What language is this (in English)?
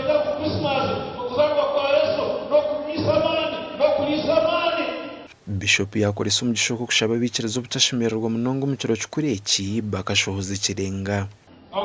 Nyankole